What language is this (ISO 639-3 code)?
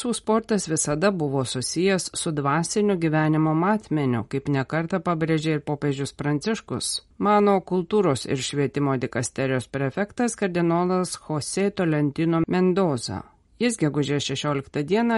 lit